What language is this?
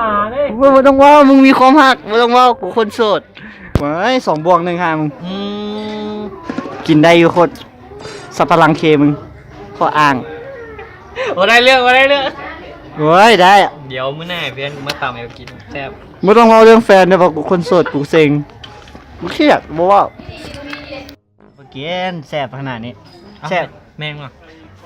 Lao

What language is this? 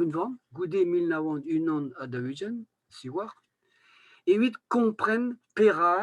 Breton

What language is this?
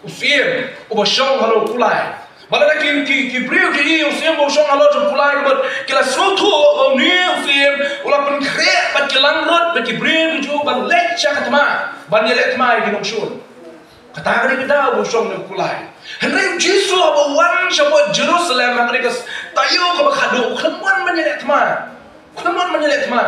Khasi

